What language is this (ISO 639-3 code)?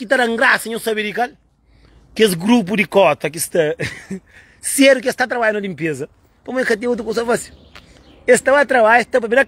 kea